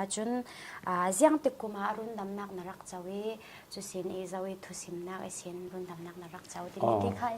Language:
Falam Chin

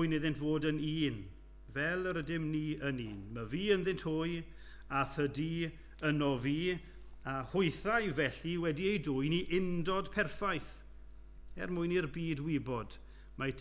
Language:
Welsh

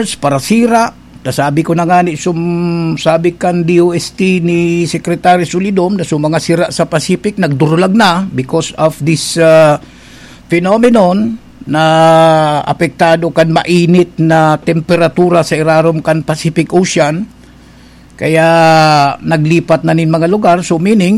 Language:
Bikol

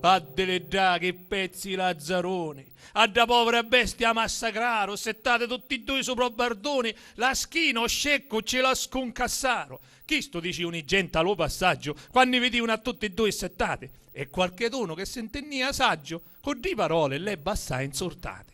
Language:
Sicilian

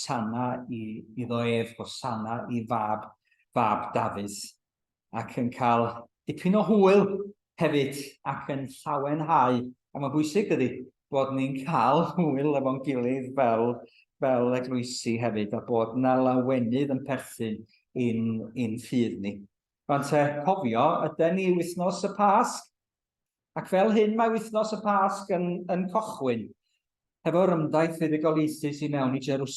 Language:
Welsh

